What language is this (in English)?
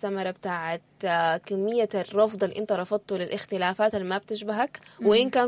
Sudanese Arabic